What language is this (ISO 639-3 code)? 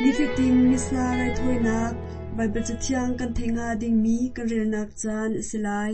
cnh